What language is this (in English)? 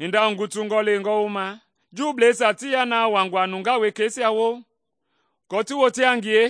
Mende